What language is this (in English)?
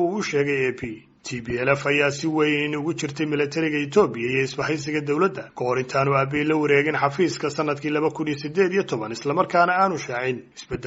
Somali